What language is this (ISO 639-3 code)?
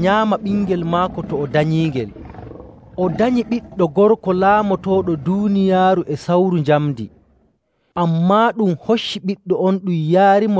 fuv